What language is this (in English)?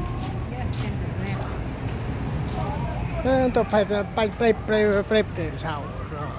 Central Mnong